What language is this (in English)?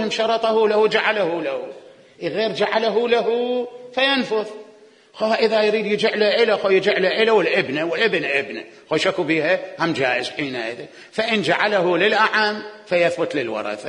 Mesopotamian Arabic